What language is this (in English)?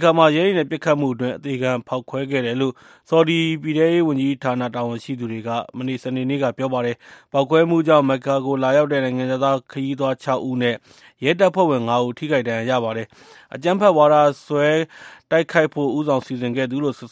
Burmese